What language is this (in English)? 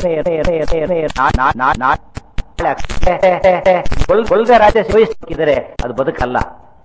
Kannada